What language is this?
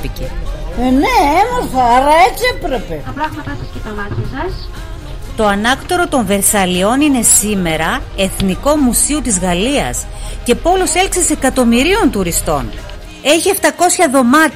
Pontic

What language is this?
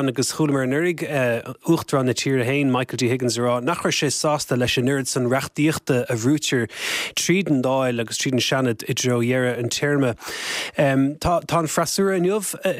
Irish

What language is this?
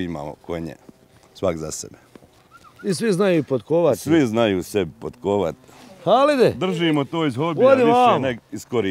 Bosnian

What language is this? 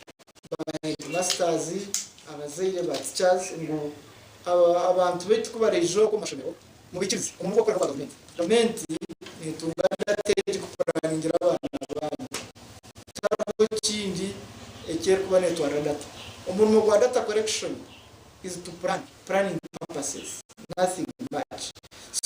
Nyankole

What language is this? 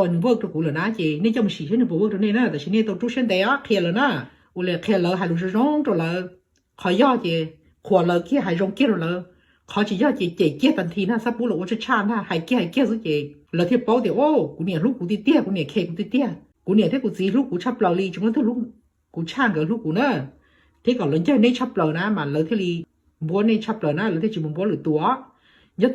Hmong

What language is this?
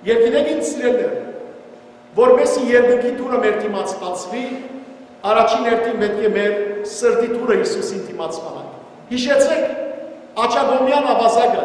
Western Armenian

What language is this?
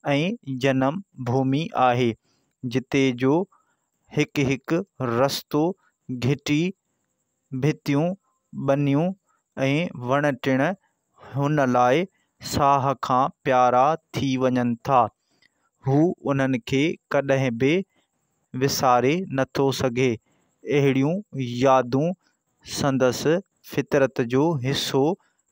Sindhi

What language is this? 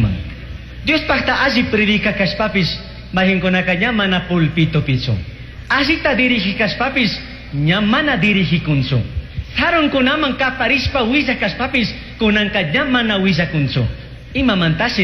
Chimborazo Highland Quichua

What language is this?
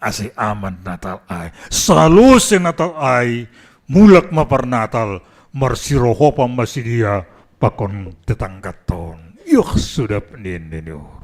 Batak Simalungun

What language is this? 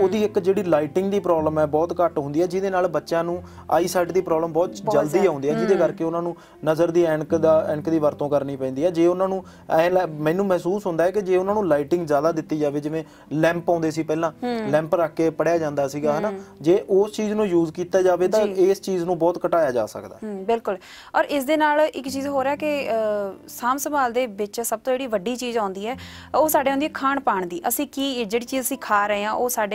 Punjabi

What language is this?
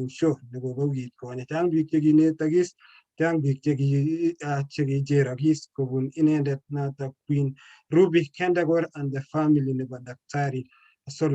Kalenjin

